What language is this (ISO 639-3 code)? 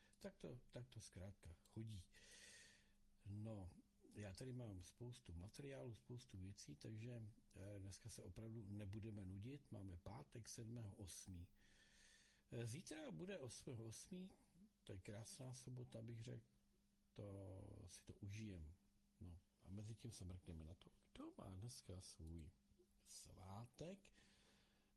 ces